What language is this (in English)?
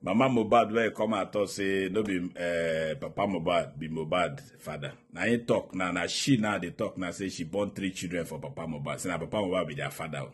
Nigerian Pidgin